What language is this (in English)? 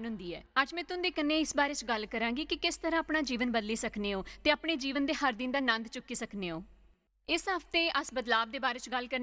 Dogri